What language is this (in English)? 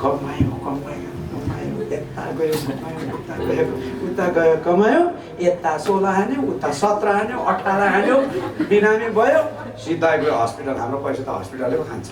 Nepali